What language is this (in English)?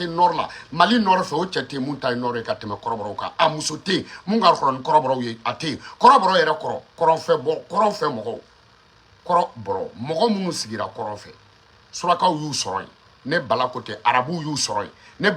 Bambara